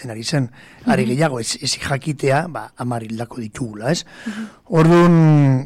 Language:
Basque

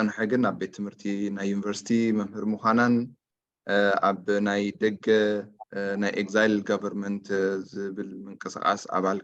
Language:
Tigrinya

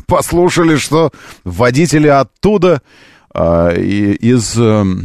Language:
Russian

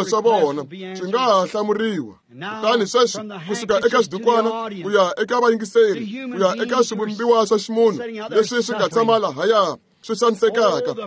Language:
Tsonga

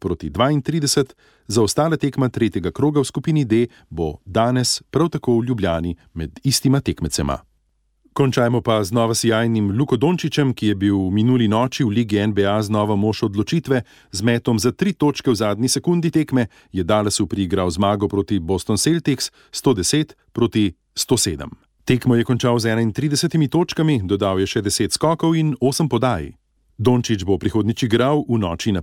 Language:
Slovenian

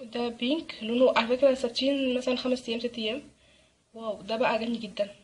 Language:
Egyptian Arabic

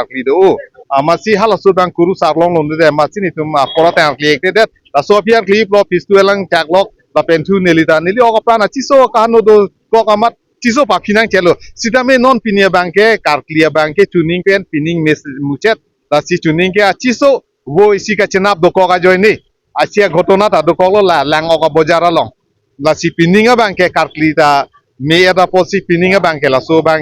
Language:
Karbi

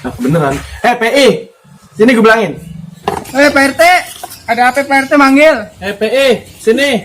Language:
Betawi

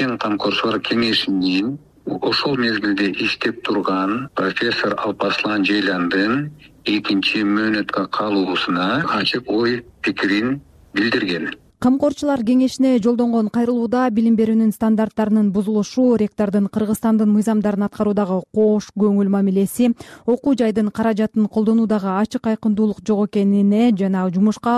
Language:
Kyrgyz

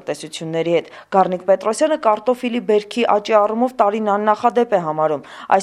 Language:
Armenian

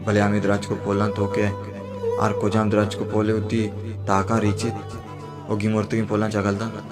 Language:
Baluchi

